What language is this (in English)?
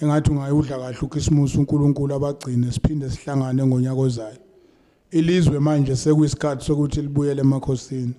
Zulu